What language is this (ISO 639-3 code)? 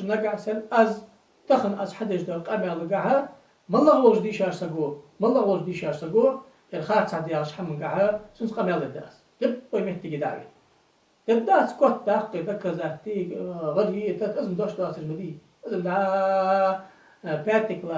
inh